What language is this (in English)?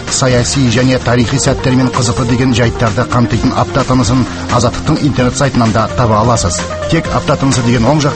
Kazakh